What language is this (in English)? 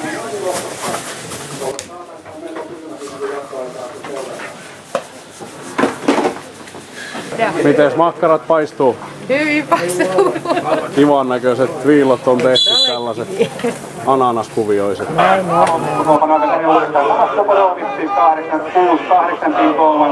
Finnish